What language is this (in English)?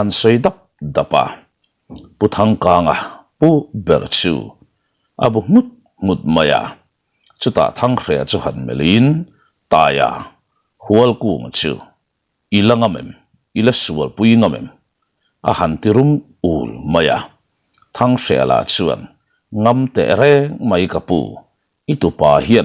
Mizo